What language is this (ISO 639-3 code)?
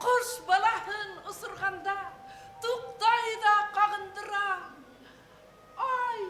bak